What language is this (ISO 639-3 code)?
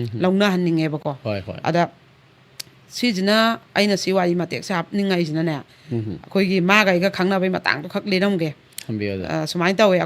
mni